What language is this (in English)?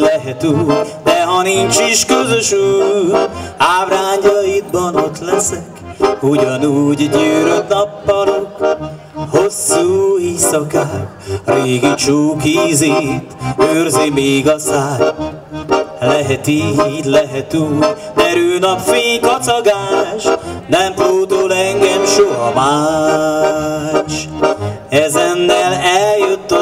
Hungarian